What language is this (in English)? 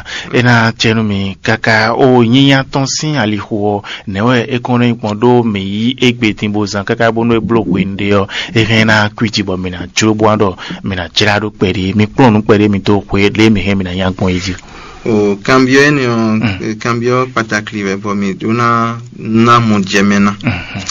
Fon